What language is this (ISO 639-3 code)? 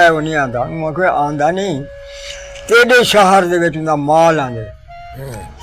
skr